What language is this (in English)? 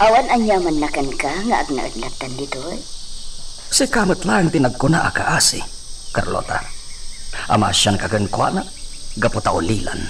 Iloko